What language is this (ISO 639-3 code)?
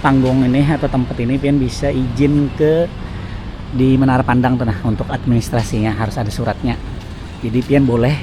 bjn